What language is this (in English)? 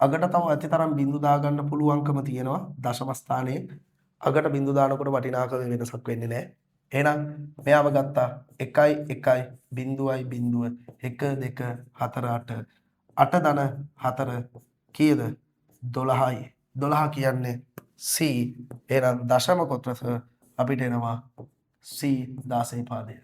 Sinhala